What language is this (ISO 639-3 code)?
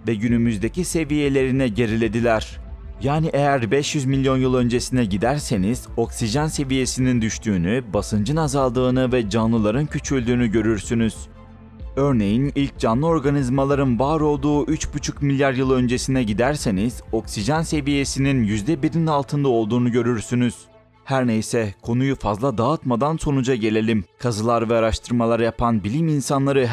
tur